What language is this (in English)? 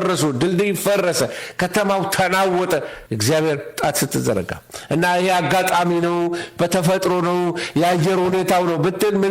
Amharic